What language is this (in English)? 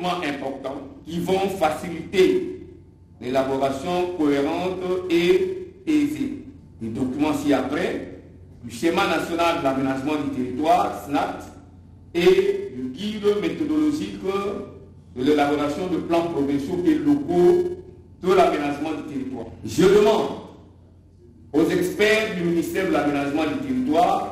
French